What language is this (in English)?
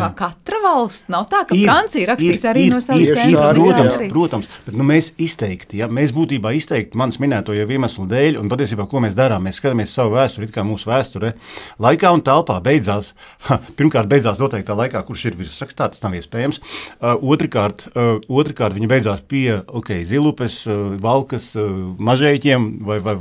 Latvian